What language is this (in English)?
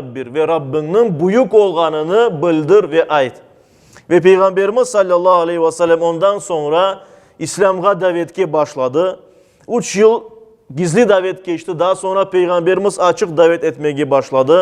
Crimean Tatar